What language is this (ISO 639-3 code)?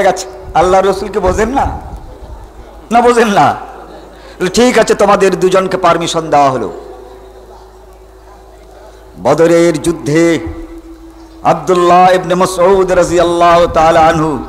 ben